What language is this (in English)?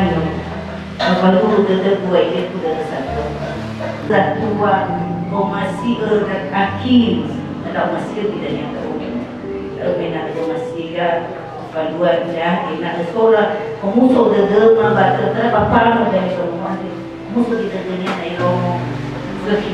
Nias